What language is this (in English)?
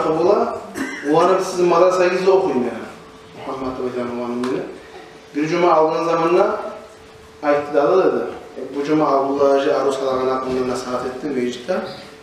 Kumyk